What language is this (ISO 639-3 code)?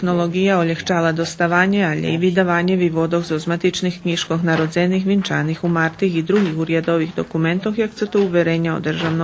rue